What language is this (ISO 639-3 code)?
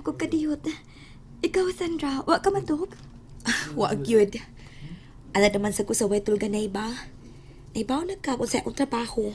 ceb